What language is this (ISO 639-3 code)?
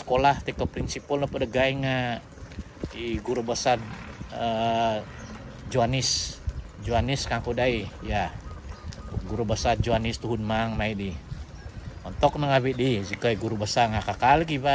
dtp